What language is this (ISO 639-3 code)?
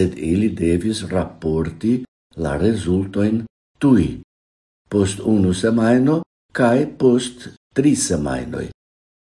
epo